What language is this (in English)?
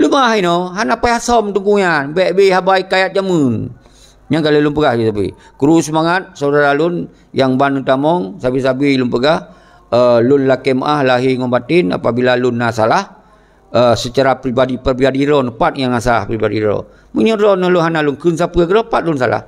Achinese